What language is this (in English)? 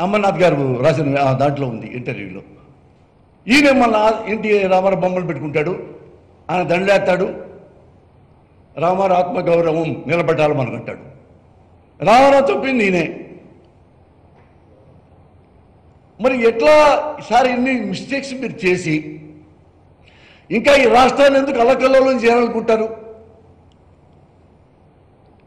Telugu